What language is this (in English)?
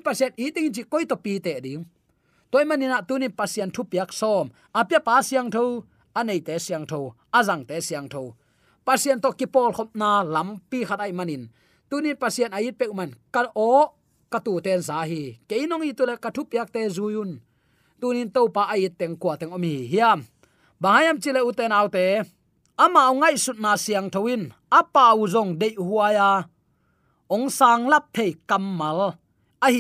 Tedim Chin